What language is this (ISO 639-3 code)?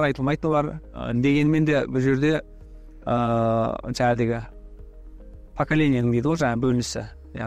kaz